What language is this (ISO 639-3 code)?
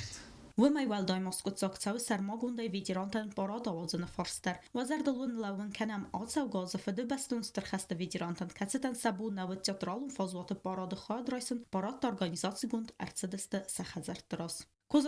oss